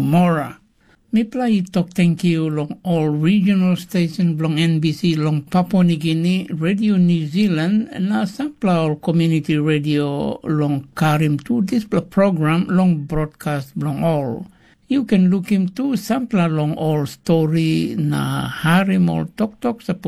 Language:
Tok Pisin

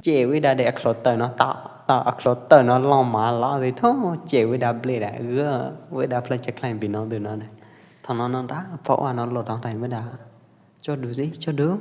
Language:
Pwo Eastern Karen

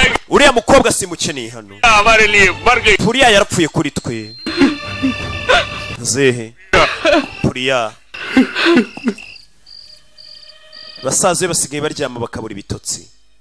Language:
Kinyarwanda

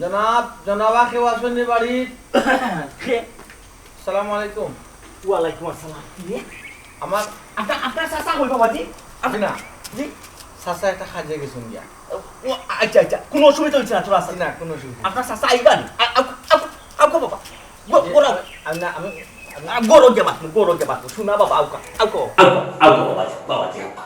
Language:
Sylheti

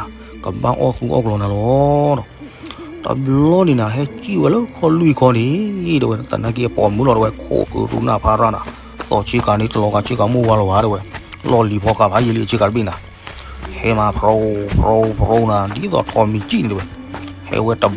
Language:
S'gaw Karen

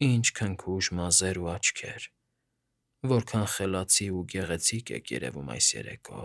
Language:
Armenian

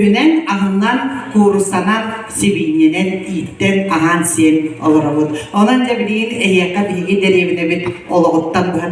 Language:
Yakut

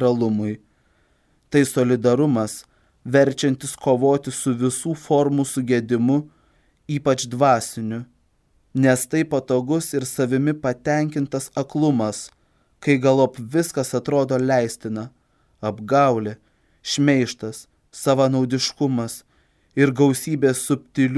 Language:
Lithuanian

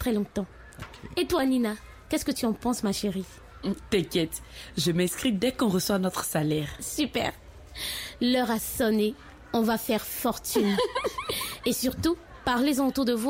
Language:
French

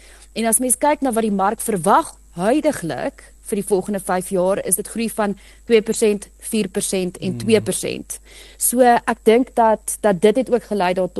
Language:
Afrikaans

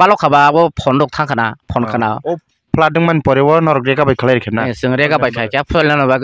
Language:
Kok Borok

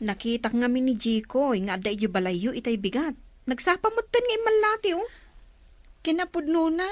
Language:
Iloko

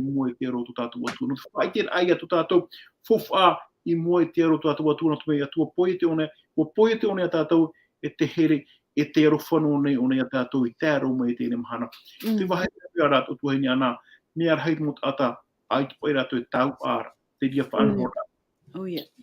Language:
Tahitian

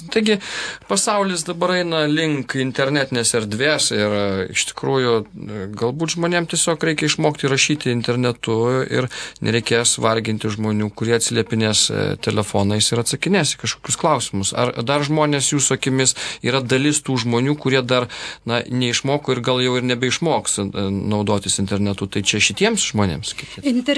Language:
Lithuanian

